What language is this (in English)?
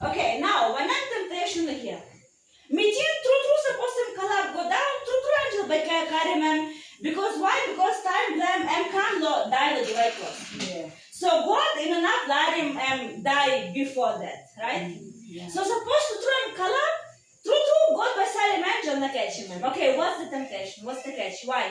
Tok Pisin